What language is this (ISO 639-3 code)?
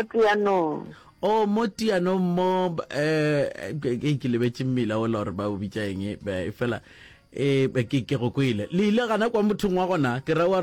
nso